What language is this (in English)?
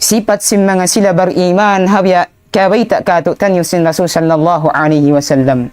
Tausug